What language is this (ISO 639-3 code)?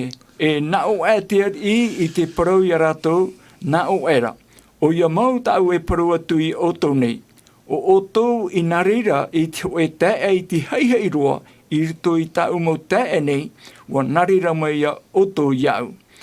tah